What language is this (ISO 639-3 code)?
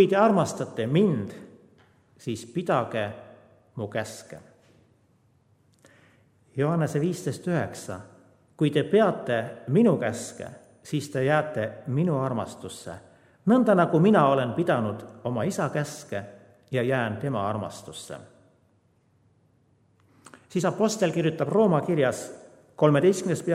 est